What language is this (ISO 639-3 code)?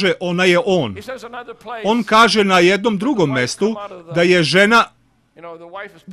srp